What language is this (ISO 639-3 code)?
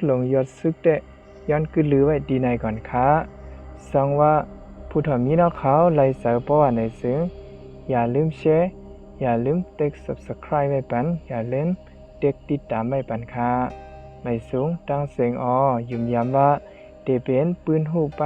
shn